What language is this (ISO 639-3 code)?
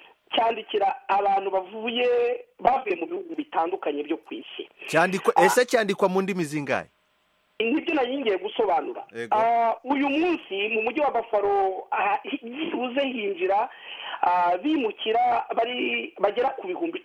kin